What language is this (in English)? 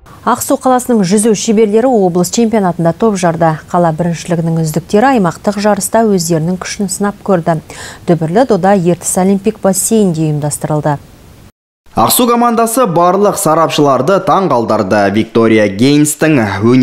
Kazakh